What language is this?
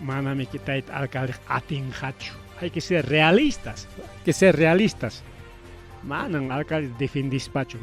Ayacucho Quechua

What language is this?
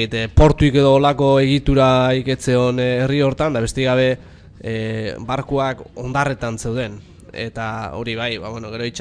Basque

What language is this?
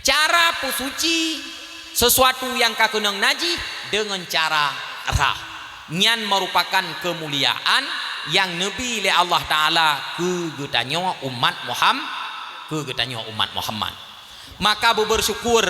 Achinese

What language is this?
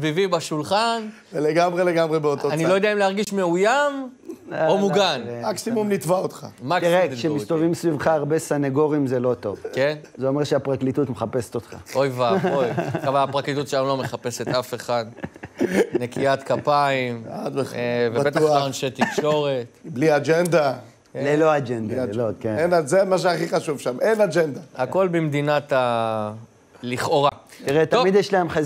Hebrew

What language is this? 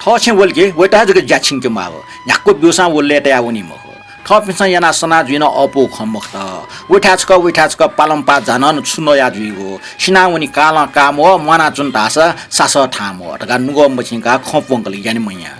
Newari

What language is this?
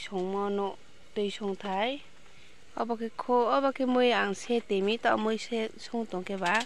Riang (India)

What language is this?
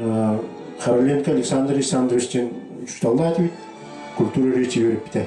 Yakut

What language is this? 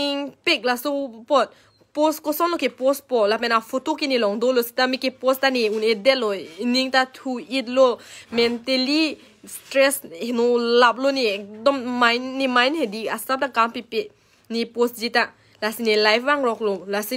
Karbi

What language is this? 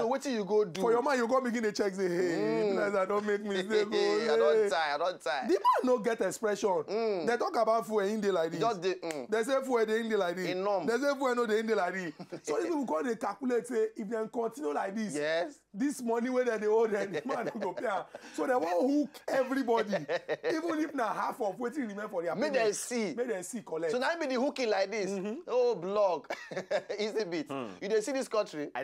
Nigerian Pidgin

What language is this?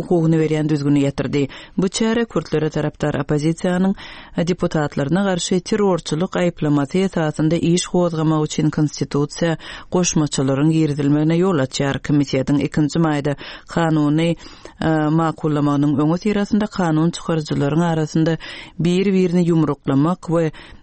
Turkmen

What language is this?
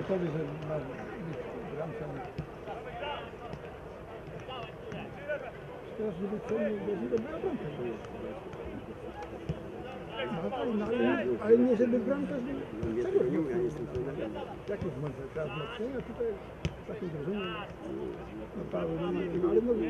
Polish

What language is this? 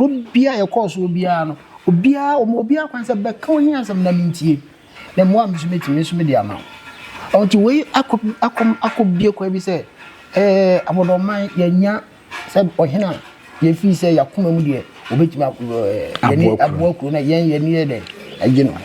Akan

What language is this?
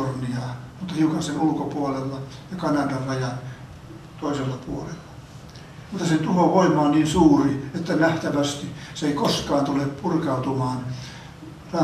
Finnish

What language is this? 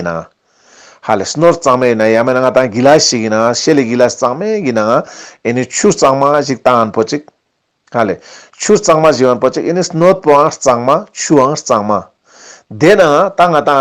Ladakhi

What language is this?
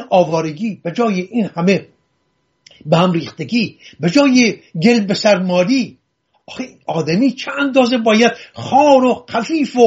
Persian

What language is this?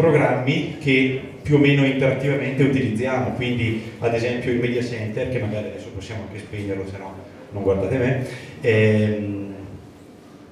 Italian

